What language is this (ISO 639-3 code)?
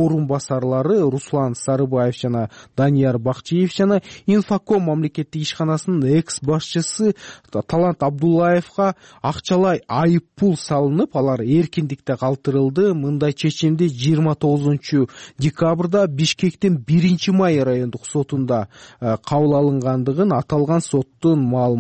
kir